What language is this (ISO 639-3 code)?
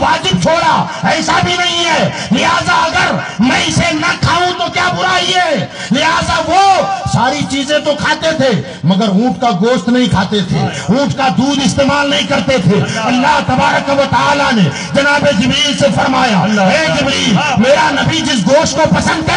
urd